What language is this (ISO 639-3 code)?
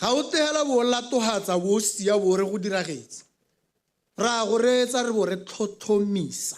tsn